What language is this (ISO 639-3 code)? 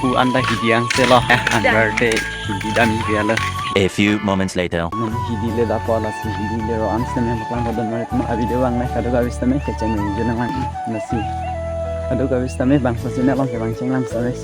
mjw